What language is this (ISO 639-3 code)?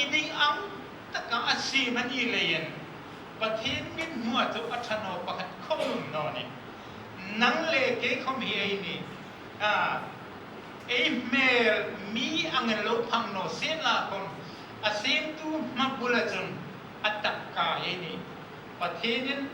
hmr